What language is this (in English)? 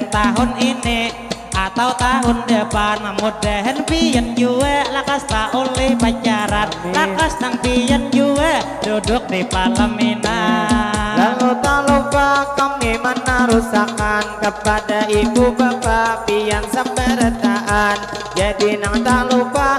Banjar